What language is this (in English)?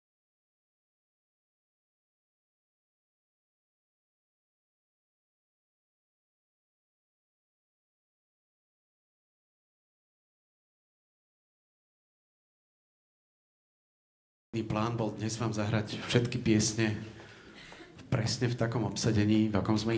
Slovak